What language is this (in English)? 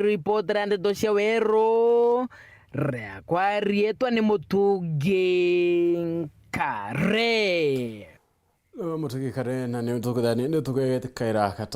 Meru